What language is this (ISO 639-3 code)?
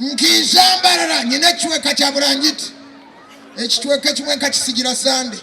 nyn